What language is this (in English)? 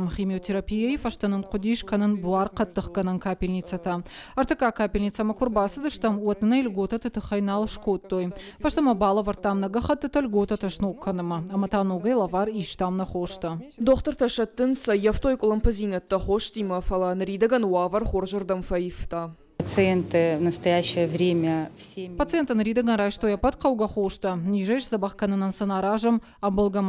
Ossetic